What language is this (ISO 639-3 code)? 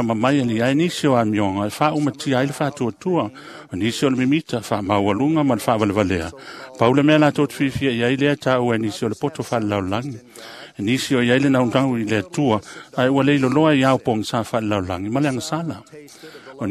smo